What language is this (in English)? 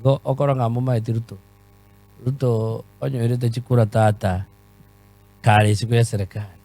Gusii